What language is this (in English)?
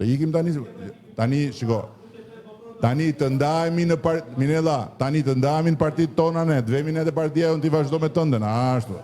Albanian